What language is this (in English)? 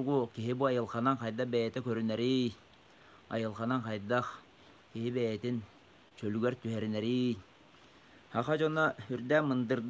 Yakut